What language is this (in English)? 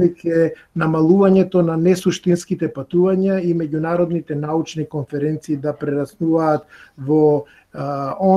Macedonian